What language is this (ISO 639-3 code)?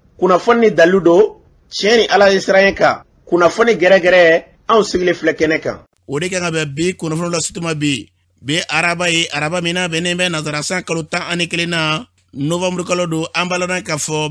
bam